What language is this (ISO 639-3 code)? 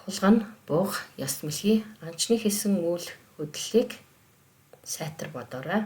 mon